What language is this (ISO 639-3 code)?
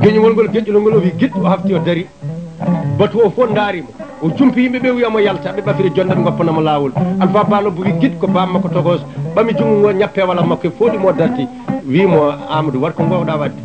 ful